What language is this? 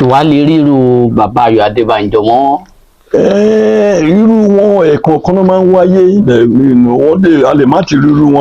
Yoruba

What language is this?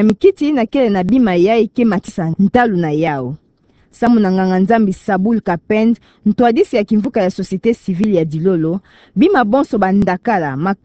Kituba (Democratic Republic of Congo)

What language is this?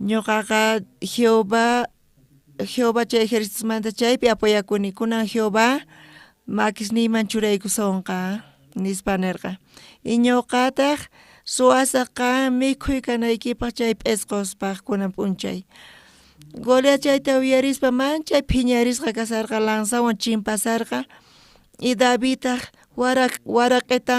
South Bolivian Quechua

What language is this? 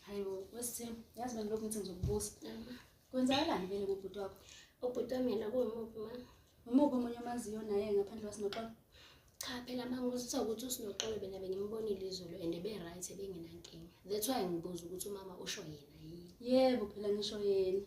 Zulu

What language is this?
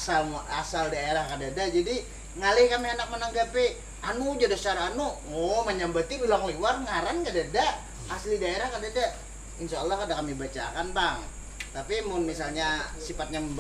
Banjar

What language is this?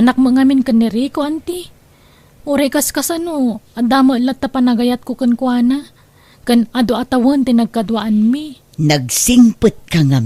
Iloko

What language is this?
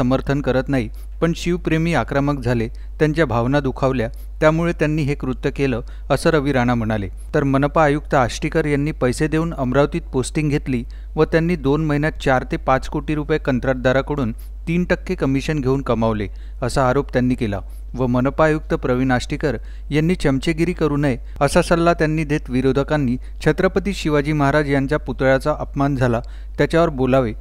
Marathi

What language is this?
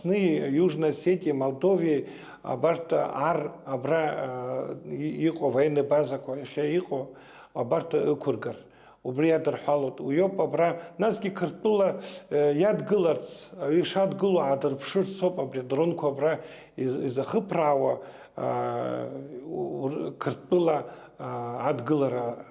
Abkhazian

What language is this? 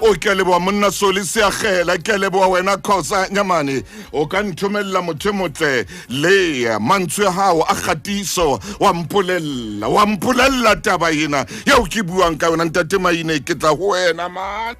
Southern Sotho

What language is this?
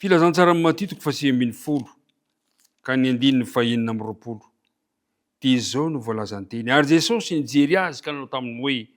Malagasy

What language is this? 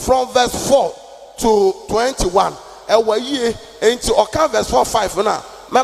Akan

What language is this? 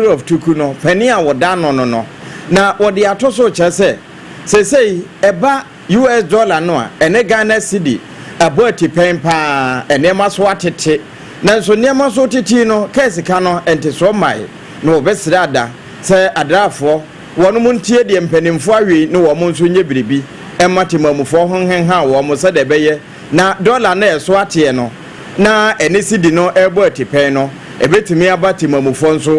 Akan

